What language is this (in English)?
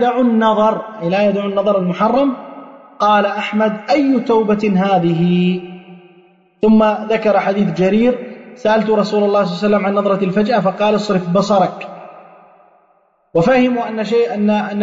Arabic